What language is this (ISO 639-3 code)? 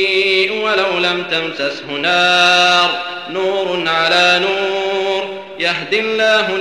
ara